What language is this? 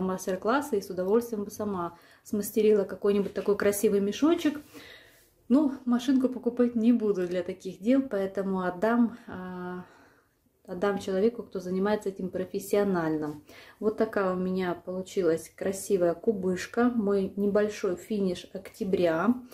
Russian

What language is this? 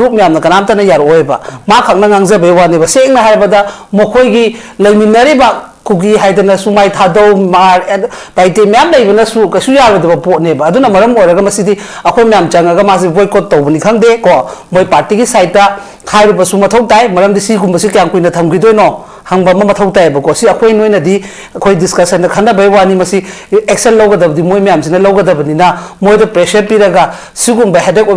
Manipuri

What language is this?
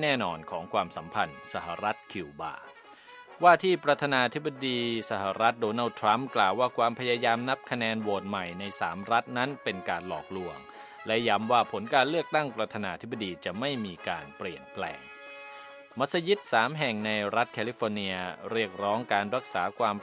Thai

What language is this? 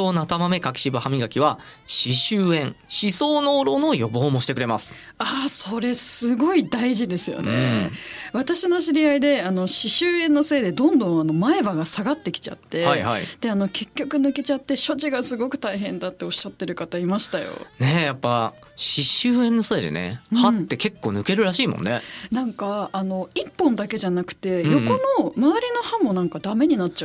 Japanese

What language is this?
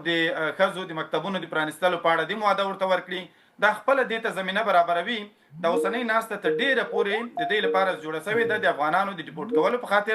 Pashto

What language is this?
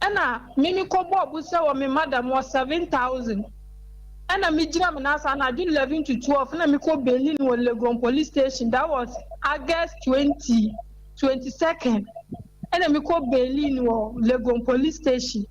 Akan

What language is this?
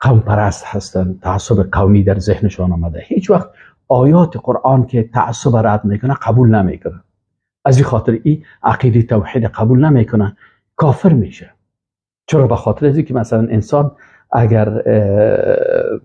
Persian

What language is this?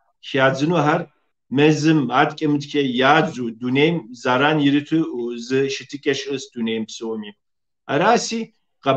Kabardian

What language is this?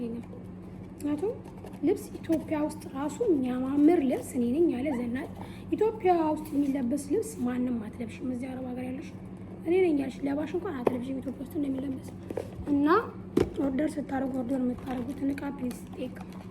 Amharic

